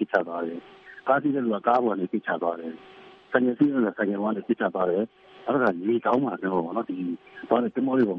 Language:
Burmese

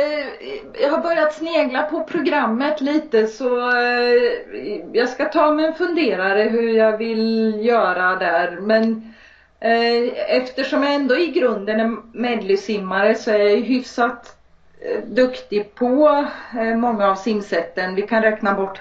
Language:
Swedish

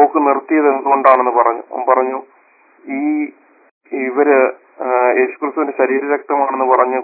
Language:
Malayalam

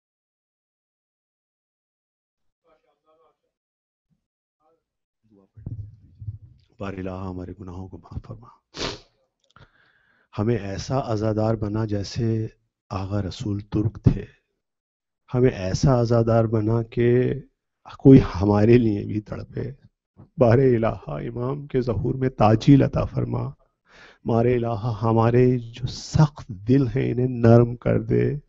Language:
Urdu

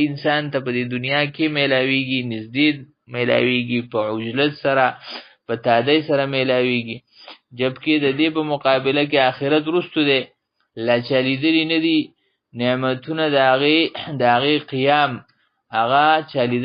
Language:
Pashto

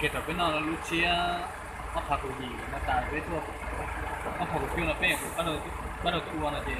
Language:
Hmong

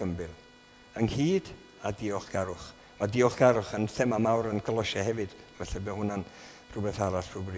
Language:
Welsh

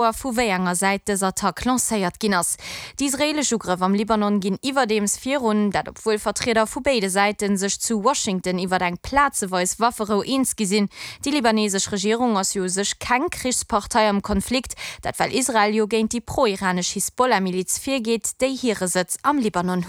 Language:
Luxembourgish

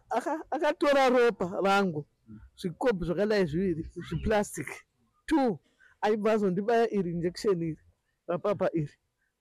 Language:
Shona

